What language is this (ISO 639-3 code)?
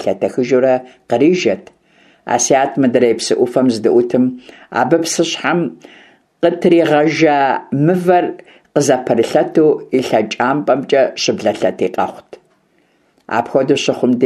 kbd